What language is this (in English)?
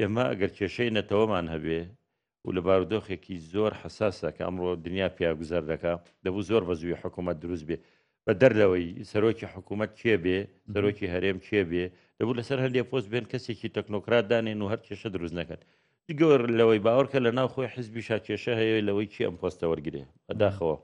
Central Kurdish